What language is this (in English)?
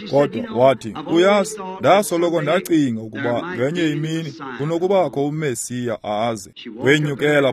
Xhosa